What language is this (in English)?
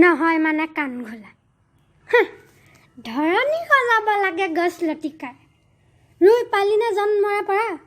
Assamese